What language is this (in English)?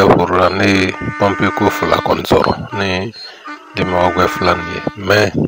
Bambara